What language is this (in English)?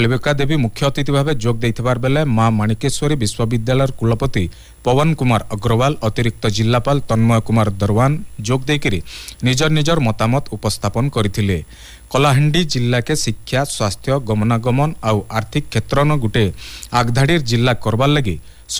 Odia